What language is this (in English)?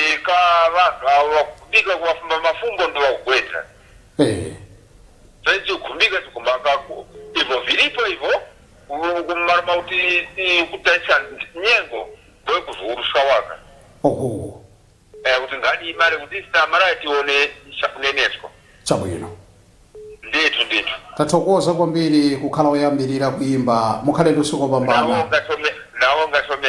Nyanja